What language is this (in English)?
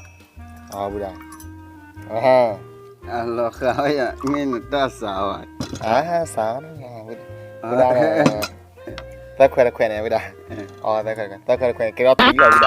S'gaw Karen